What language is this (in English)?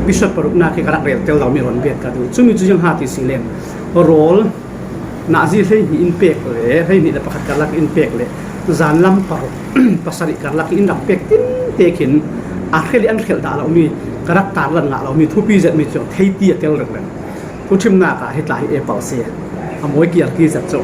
Falam Chin